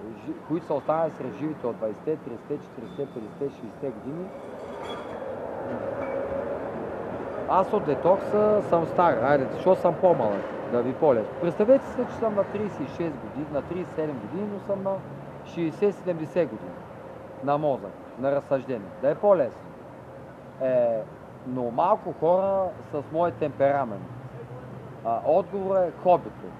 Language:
Bulgarian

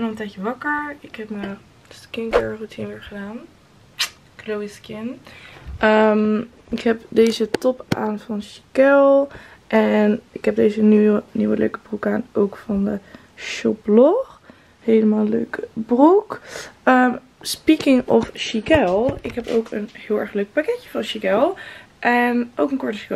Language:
Dutch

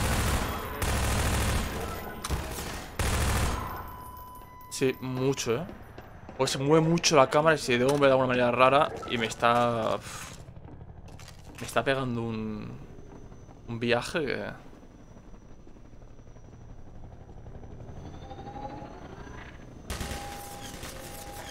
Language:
Spanish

